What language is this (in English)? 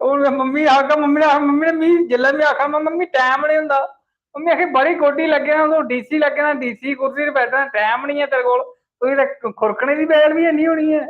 Dogri